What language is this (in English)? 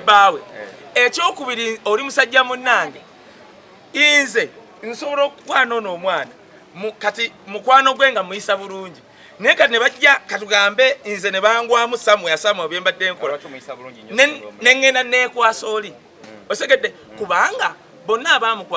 Ganda